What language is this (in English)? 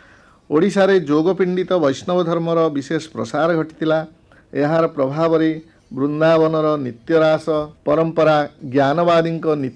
Odia